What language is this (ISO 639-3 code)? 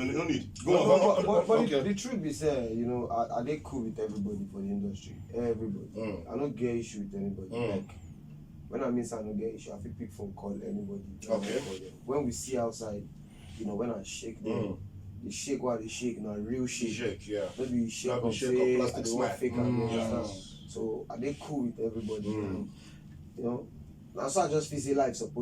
pcm